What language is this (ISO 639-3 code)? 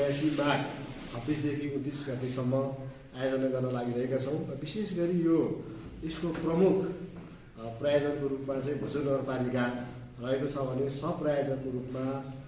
nep